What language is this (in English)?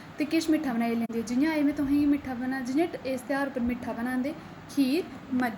Dogri